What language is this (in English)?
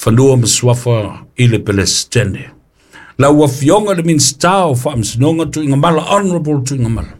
Samoan